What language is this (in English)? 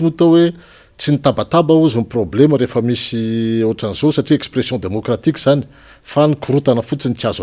Malagasy